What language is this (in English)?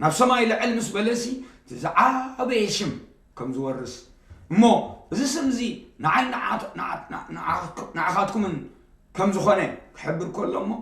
Tigrinya